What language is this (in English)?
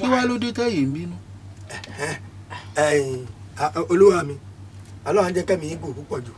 Yoruba